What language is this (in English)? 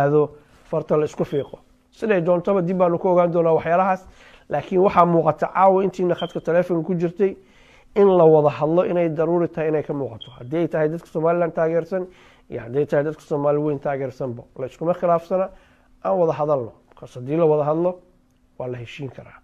Somali